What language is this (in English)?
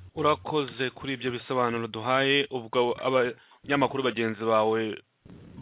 Kinyarwanda